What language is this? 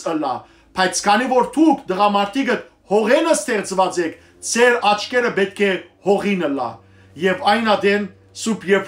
Western Armenian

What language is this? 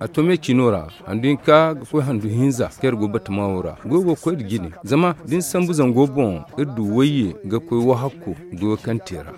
Zarma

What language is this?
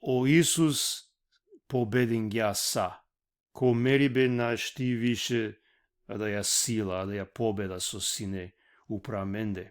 Balkan Romani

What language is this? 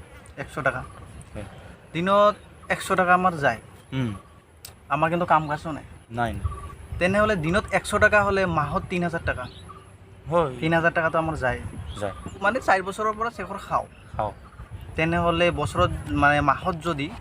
Assamese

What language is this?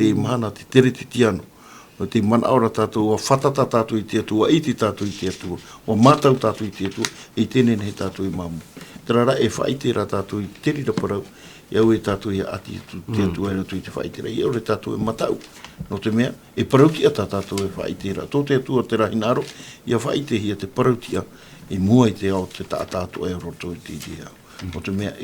Tahitian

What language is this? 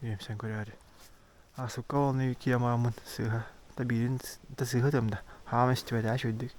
Yakut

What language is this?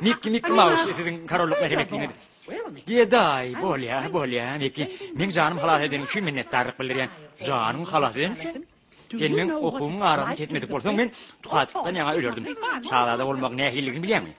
Turkmen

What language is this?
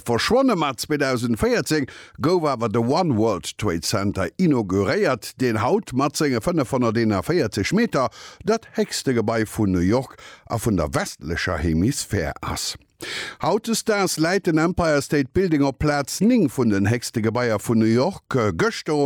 Luxembourgish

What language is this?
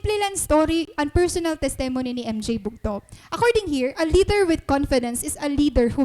Waray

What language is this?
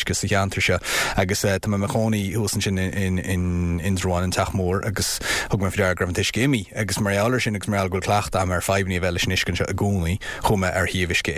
Irish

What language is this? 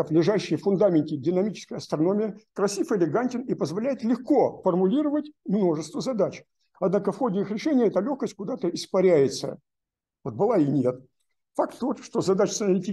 Russian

